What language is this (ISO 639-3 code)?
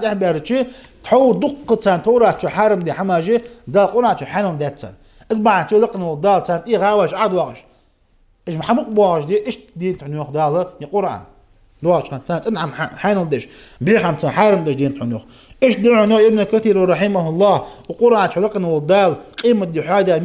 inh